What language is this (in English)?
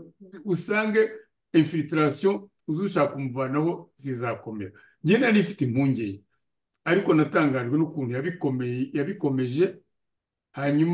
Kinyarwanda